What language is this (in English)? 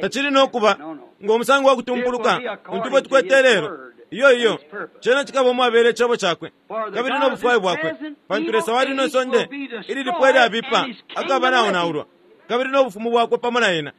Bemba